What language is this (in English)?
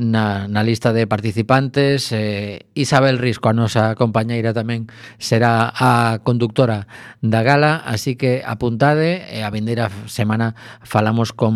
Galician